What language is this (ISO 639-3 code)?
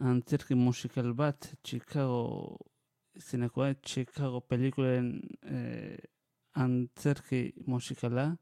eus